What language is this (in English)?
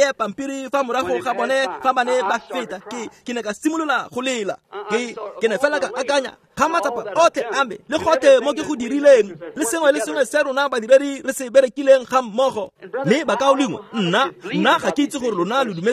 Tswana